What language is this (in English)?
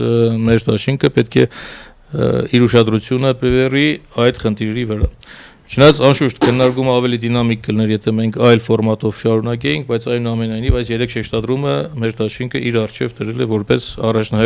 Armenian